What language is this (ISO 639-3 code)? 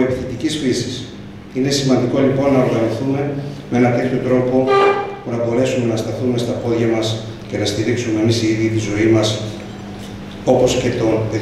ell